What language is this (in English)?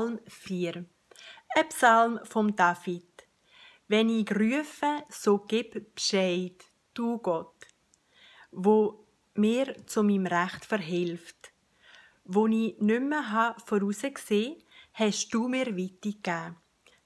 Swiss German